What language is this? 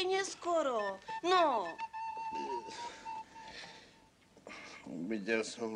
Slovak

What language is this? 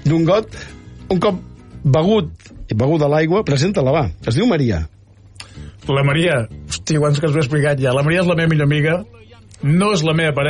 Catalan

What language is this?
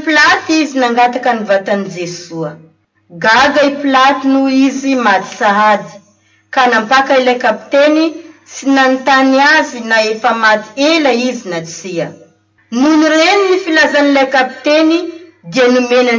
Malagasy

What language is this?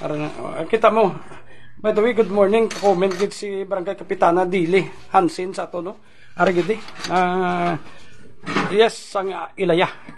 Hiligaynon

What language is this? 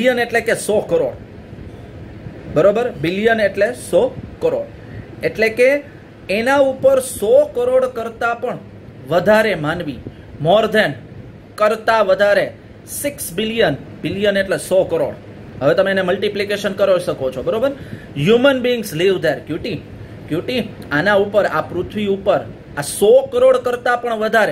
Gujarati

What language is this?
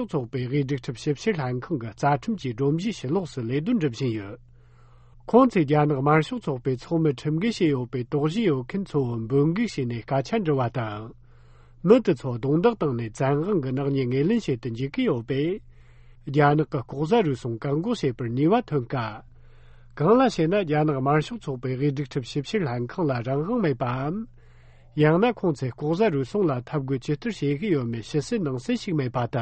Tibetan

